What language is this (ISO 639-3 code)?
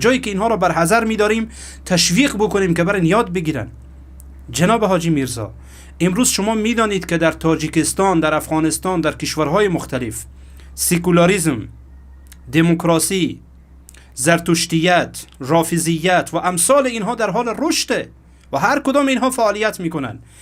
fas